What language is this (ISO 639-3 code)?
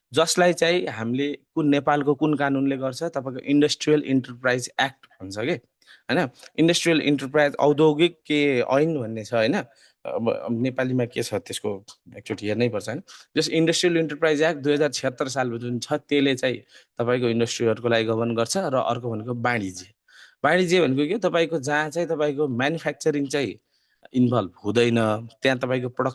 nep